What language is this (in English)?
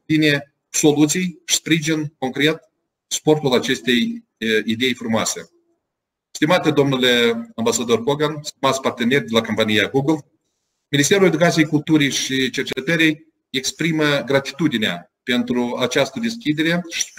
Romanian